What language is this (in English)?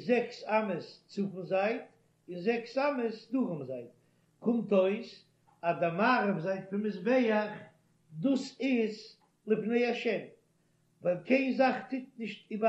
Yiddish